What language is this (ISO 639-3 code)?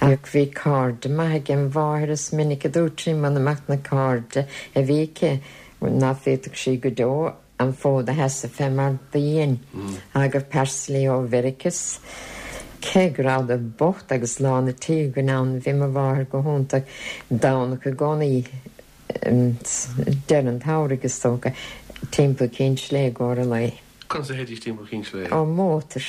gle